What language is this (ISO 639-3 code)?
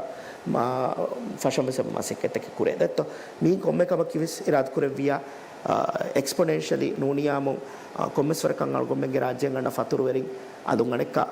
div